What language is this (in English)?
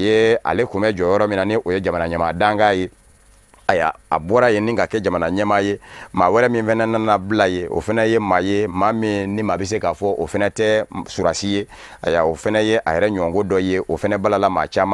Bambara